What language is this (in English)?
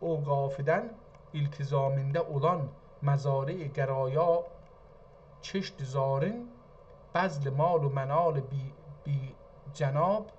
South Azerbaijani